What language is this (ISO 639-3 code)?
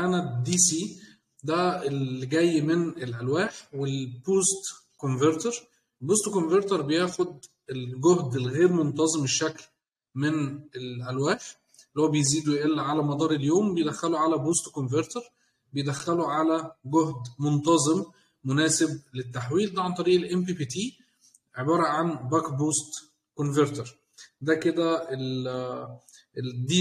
arz